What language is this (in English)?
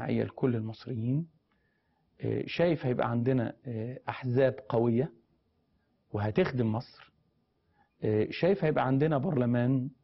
Egyptian Arabic